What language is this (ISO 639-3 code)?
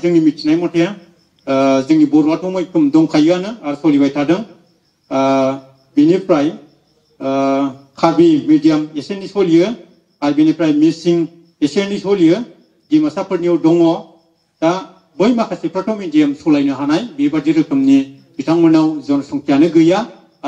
brx